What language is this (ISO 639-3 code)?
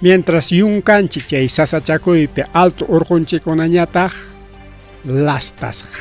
quy